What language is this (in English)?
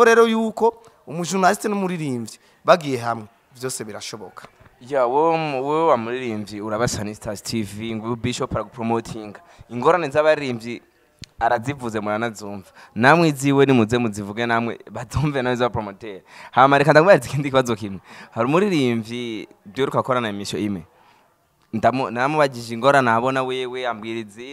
Rundi